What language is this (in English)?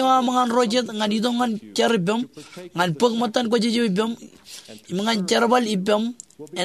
Marshallese